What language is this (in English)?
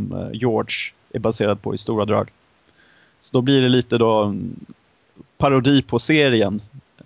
Swedish